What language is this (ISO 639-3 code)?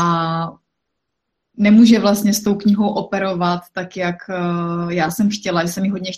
ces